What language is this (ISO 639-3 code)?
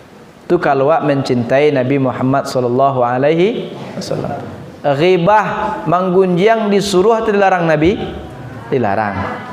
min